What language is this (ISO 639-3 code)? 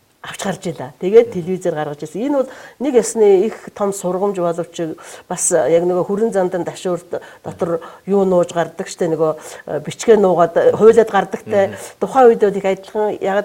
mon